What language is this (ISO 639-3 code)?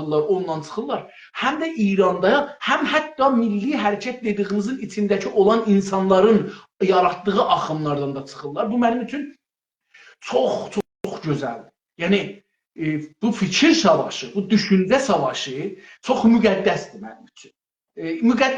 azb